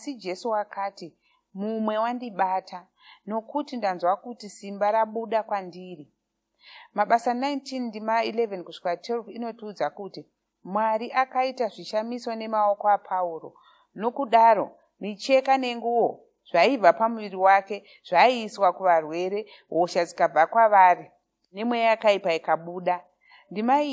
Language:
Shona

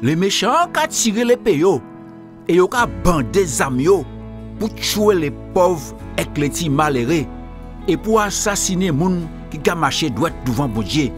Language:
Guadeloupean Creole French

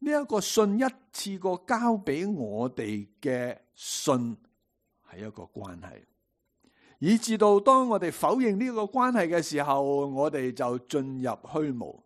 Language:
Cantonese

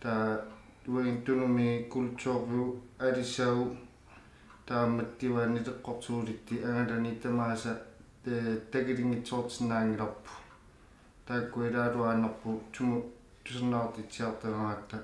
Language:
Kalaallisut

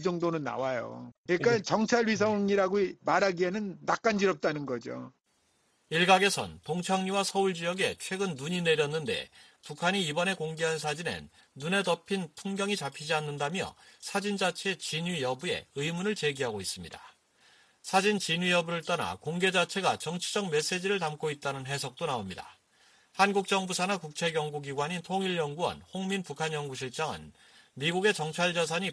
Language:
Korean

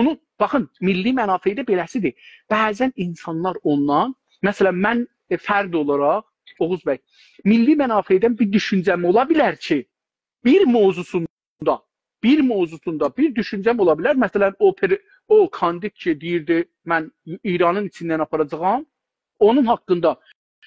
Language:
South Azerbaijani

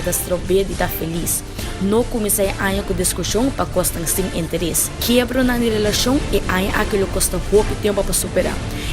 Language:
Papiamento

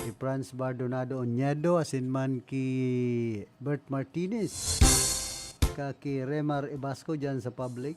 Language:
Bikol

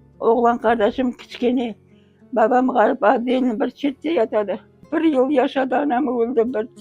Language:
Crimean Tatar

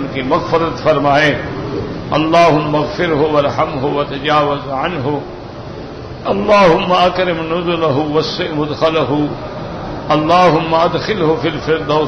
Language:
Urdu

